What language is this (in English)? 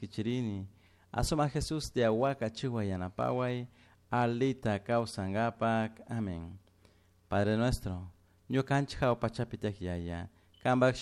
Chimborazo Highland Quichua